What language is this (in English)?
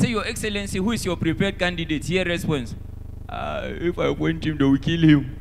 Nigerian Pidgin